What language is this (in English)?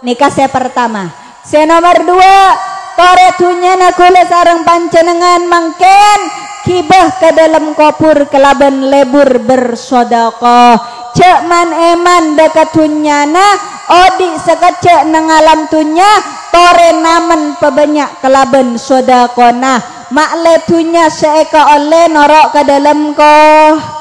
Madurese